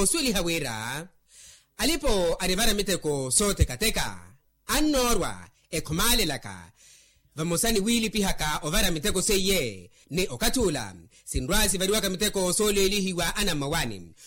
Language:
Makhuwa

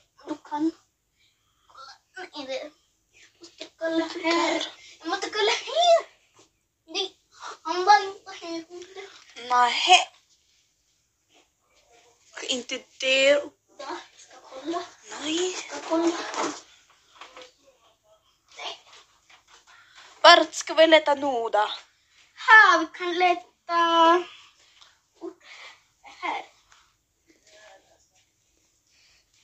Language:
Swedish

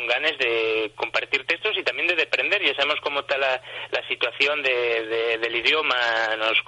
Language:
Asturian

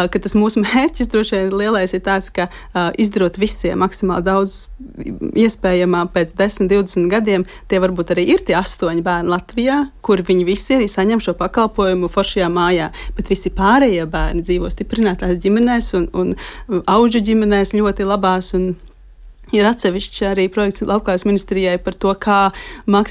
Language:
Latvian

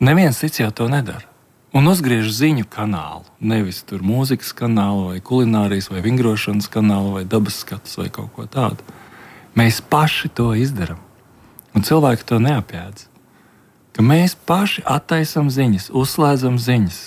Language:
Latvian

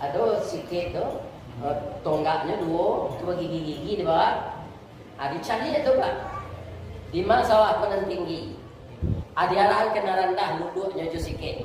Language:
Minangkabau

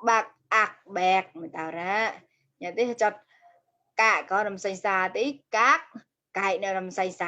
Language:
Mon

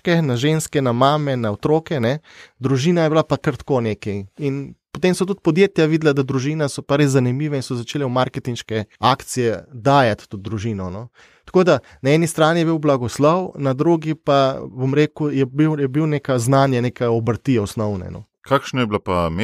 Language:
Slovenian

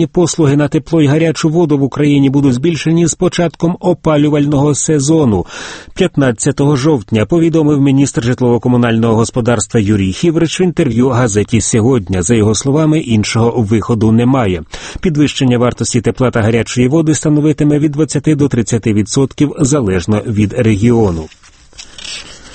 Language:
Ukrainian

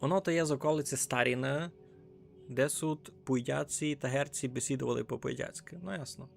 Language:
Rusyn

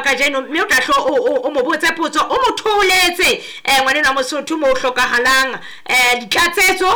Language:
Southern Sotho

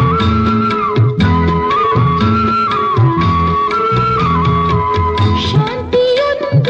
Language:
Kannada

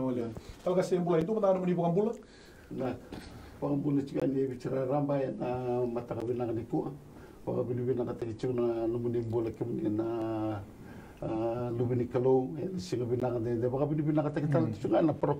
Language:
Fijian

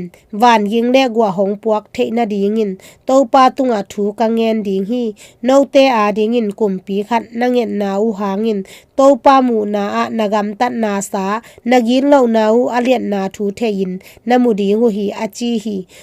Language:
Tedim Chin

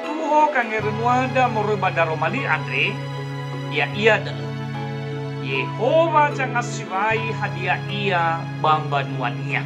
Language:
Nias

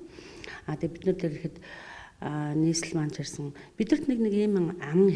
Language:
Mongolian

